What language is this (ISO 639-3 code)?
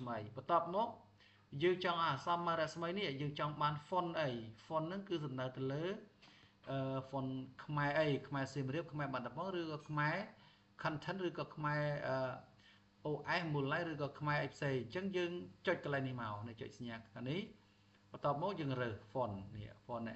khm